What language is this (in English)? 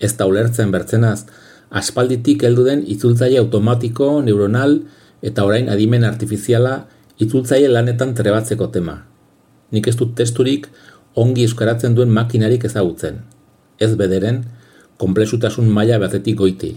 Basque